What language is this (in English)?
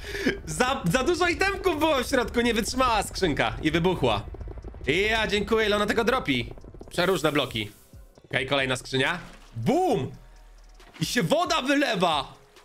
Polish